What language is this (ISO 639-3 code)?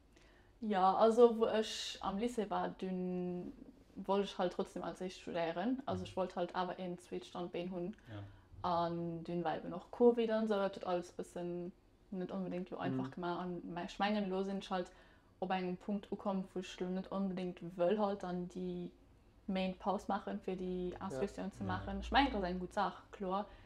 ltz